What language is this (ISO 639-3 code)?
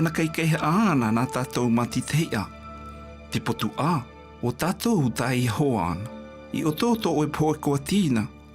mqm